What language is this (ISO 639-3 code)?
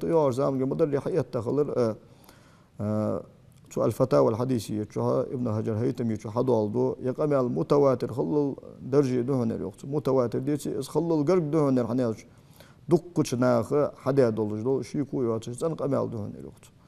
inh